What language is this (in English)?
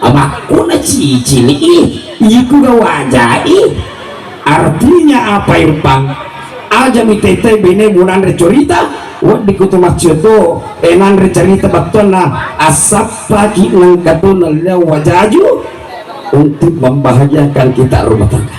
Buginese